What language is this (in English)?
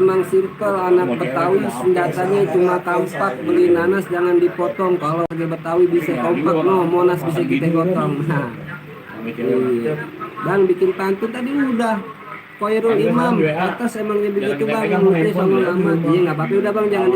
Betawi